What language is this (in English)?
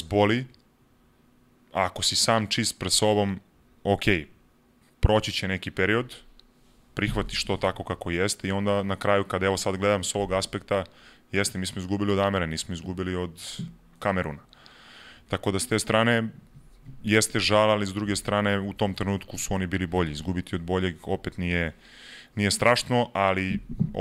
Serbian